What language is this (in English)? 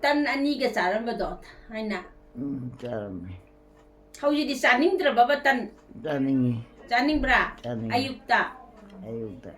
Manipuri